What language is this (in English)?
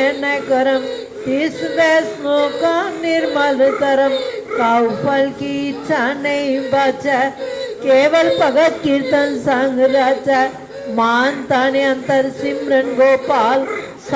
Punjabi